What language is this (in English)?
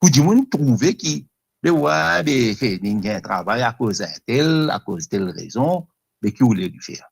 Morisyen